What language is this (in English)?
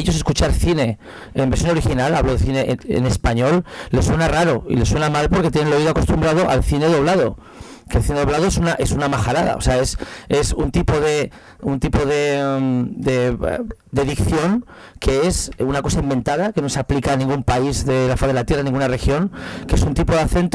Spanish